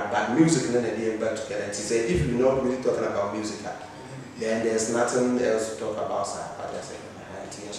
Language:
English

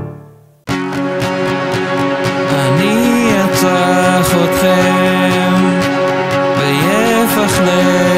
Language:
Hebrew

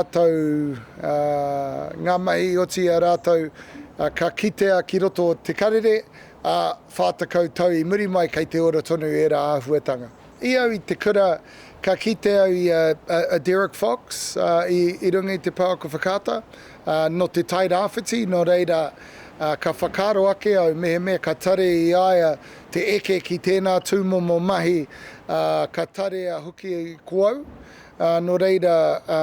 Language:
Māori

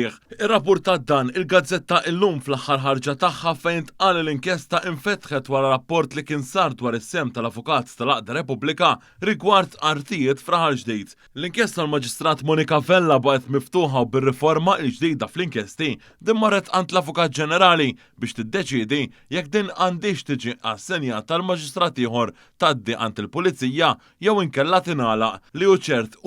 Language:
Maltese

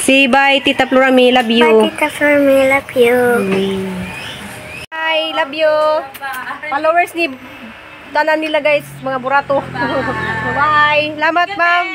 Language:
Cebuano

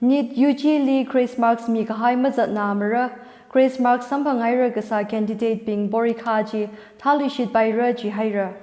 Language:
Tangkhul Naga (India)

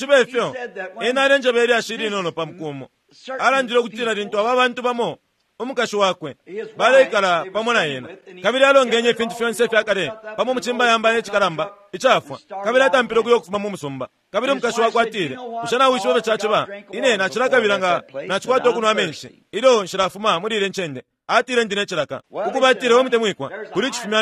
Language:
Bemba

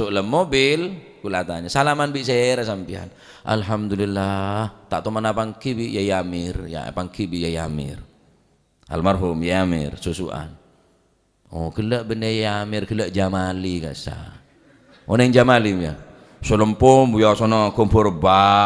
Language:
Madurese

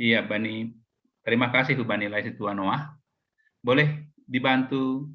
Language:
Batak Simalungun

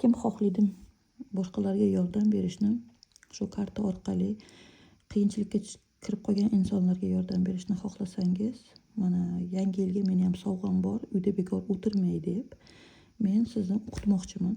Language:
Uzbek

